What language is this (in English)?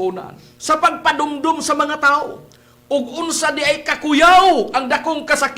Cebuano